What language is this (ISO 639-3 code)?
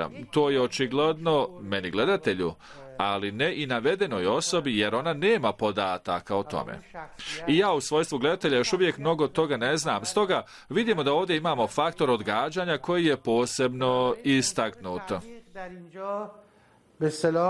bos